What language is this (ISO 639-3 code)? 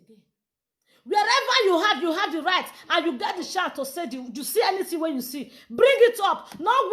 pcm